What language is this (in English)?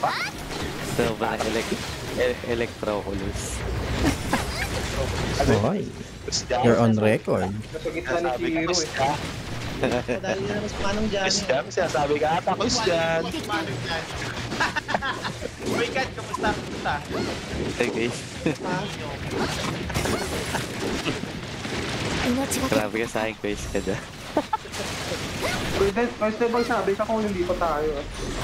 Filipino